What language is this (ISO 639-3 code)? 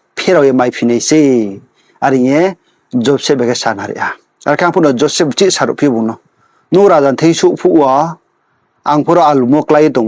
ria